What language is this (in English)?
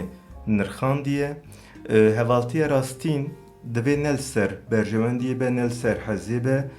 Kurdish